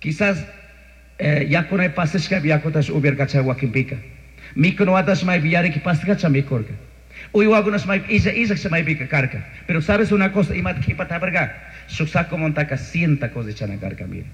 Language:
Chimborazo Highland Quichua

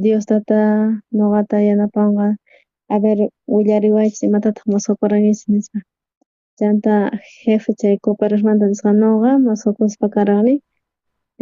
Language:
South Bolivian Quechua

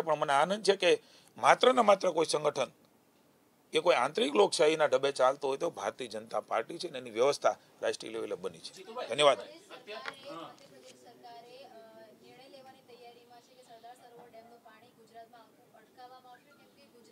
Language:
Gujarati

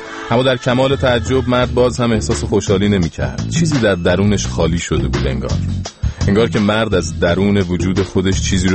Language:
Persian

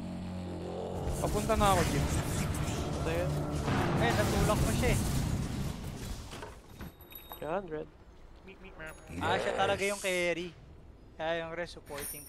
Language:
Filipino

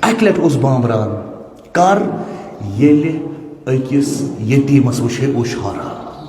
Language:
Kashmiri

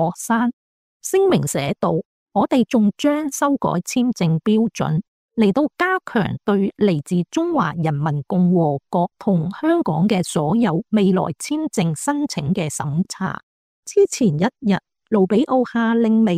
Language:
Cantonese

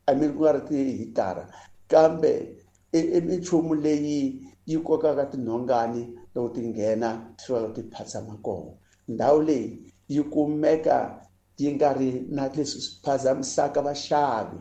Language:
Tsonga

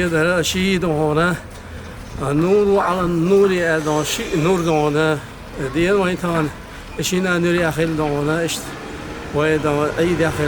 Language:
Chechen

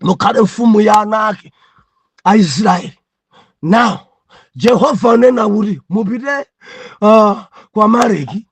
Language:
Nyanja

